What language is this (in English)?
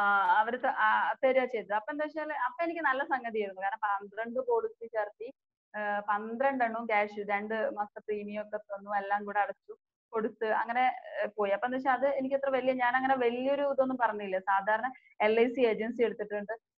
Malayalam